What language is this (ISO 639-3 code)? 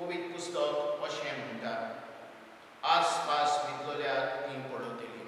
kok